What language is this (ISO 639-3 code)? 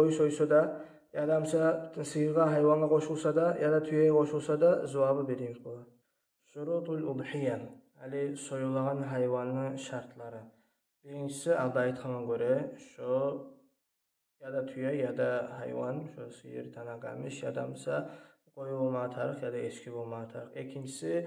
kum